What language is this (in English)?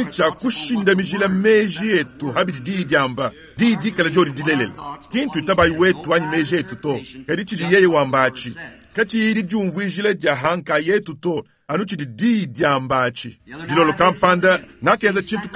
Luba-Lulua